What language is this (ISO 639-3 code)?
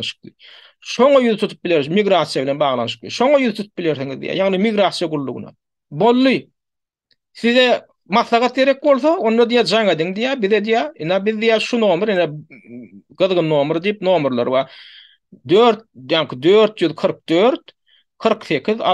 tuk